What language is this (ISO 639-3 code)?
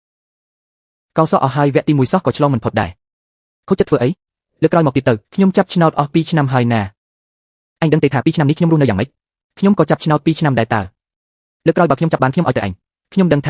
khm